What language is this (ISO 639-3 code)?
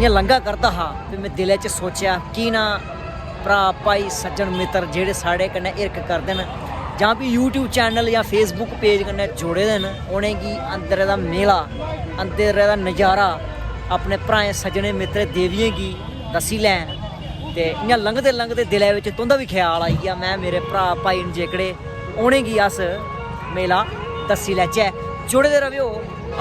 doi